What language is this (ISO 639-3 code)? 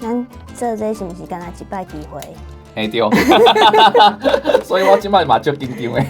nan